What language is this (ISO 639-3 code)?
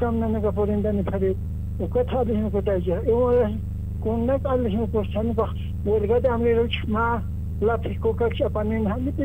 aym